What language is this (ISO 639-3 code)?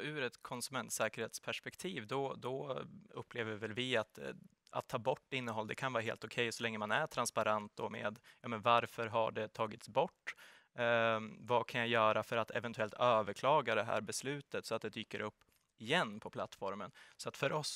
swe